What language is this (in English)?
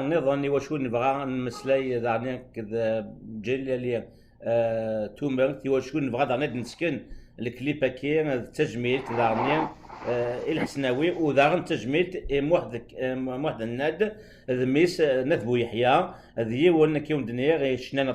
Kabyle